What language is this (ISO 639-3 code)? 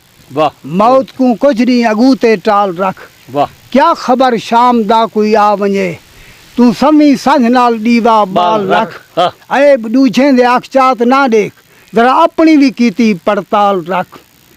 skr